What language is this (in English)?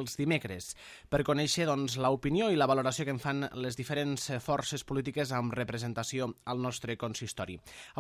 Catalan